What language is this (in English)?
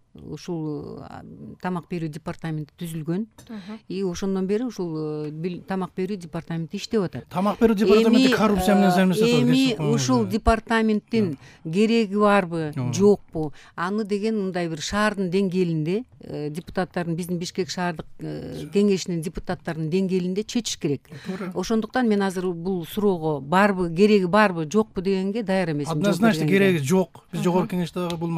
Kyrgyz